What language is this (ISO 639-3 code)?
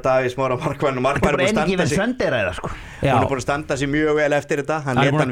isl